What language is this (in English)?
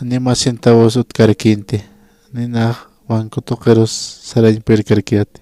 Aymara